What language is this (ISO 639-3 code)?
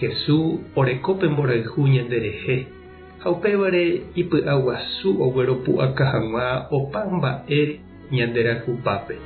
grn